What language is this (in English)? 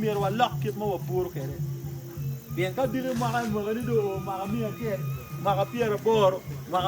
Acoli